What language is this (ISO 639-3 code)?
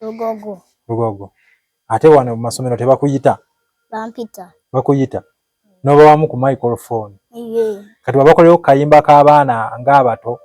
lug